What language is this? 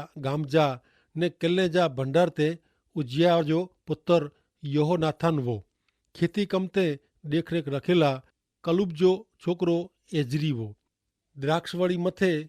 Kachhi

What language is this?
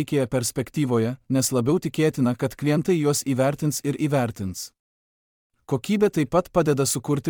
Lithuanian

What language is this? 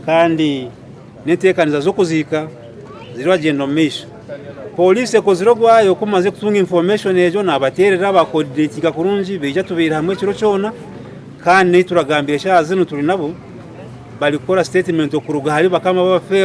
Nyankole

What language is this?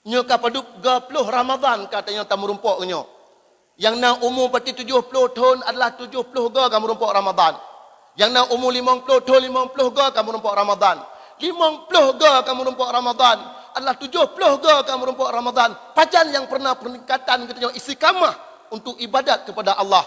Achinese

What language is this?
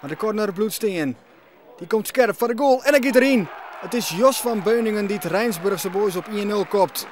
Western Frisian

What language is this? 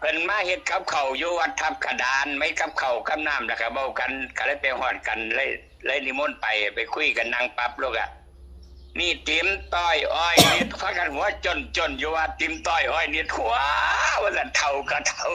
Northeastern Thai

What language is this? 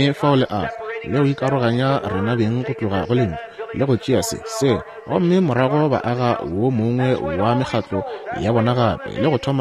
Northern Sotho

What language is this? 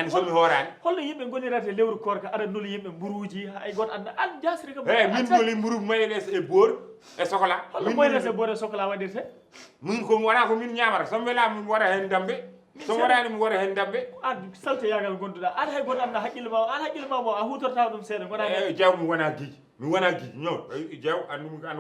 Fula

